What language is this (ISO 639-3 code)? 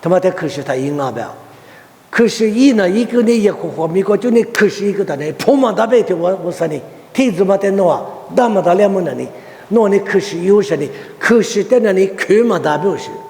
lis